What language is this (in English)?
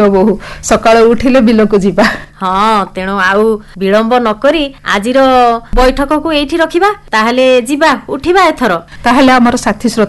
Odia